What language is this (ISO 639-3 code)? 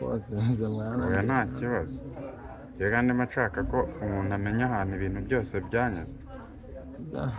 kin